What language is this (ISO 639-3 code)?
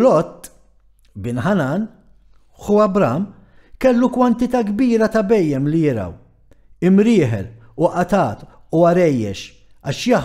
mlt